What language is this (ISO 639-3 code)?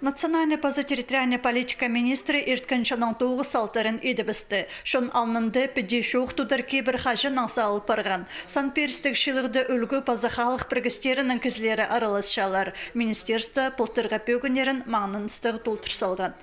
kjh